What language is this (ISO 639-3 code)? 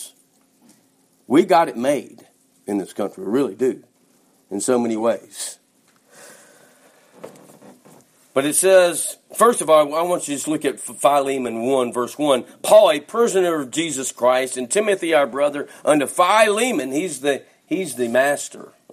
eng